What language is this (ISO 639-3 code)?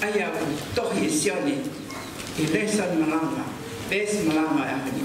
ton